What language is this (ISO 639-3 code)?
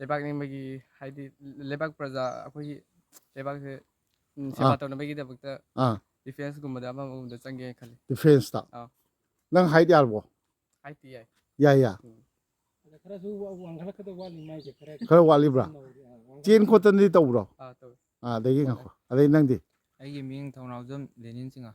mni